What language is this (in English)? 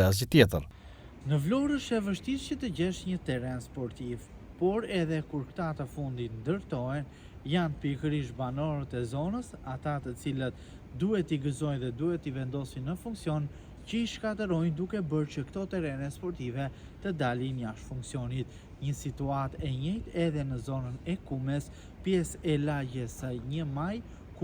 Albanian